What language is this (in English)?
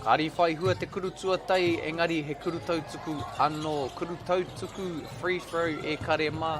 Māori